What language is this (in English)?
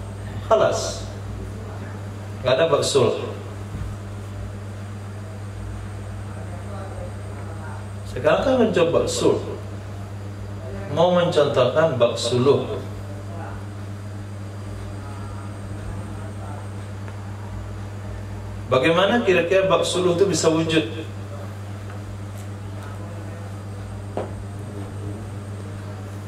Indonesian